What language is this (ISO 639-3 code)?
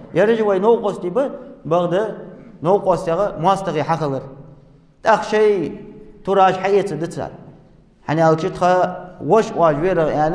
inh